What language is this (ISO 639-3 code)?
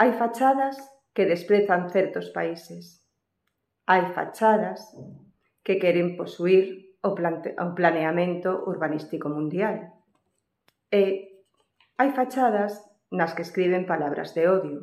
glg